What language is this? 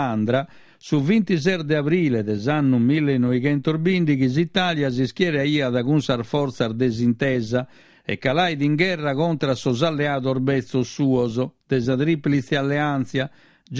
Sardinian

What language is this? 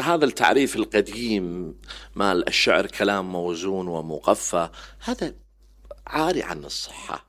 Mesopotamian Arabic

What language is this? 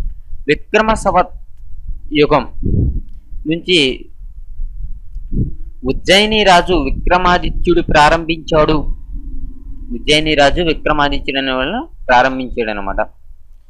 Telugu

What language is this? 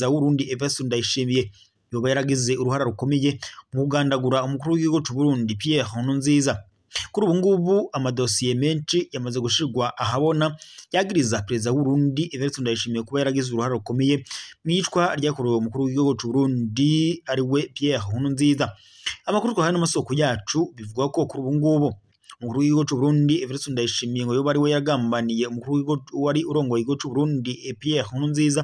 Rundi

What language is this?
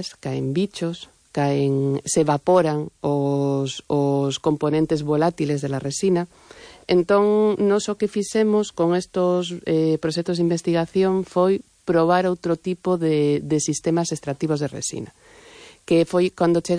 Galician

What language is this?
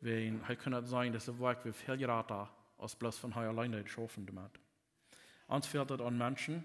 Plautdietsch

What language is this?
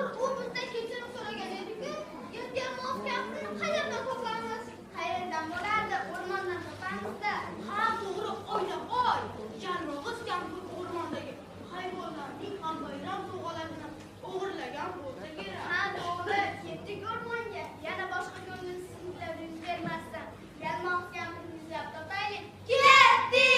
Uzbek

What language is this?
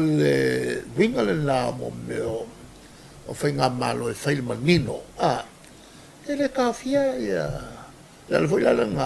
Samoan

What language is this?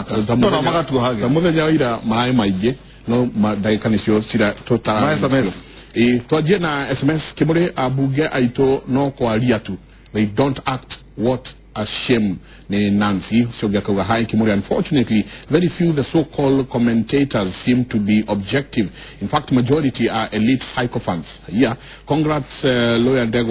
Kikuyu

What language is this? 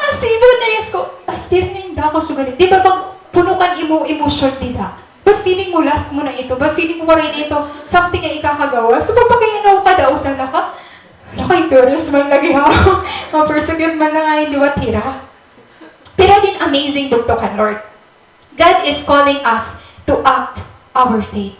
Waray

